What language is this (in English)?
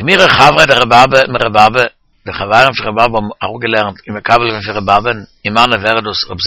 Yiddish